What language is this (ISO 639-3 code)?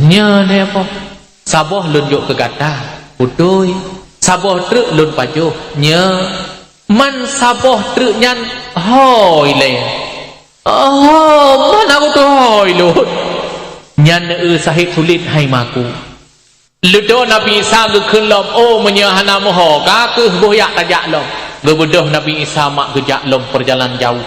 ace